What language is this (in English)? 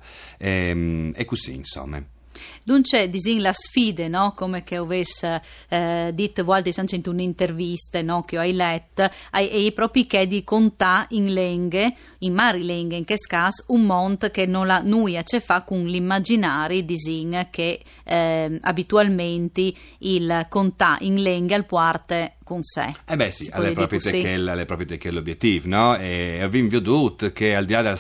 Friulian